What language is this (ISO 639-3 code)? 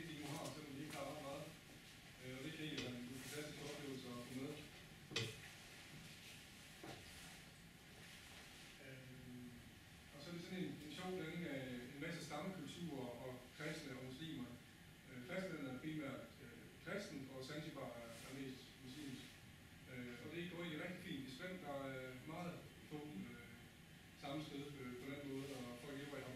dan